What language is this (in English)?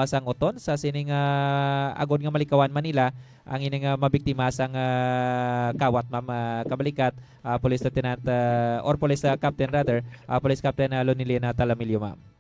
Hiligaynon